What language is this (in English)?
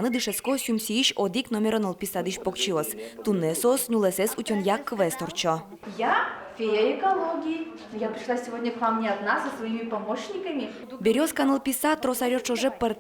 Udmurt